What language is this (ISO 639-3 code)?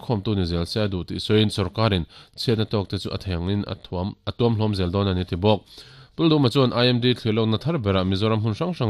lus